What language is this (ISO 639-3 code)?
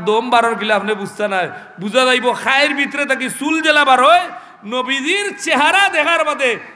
syl